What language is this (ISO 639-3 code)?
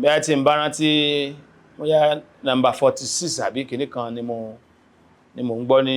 yor